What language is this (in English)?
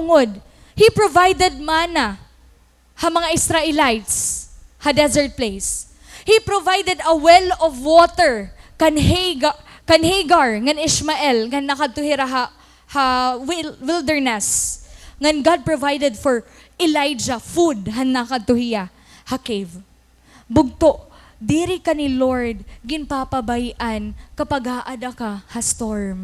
Waray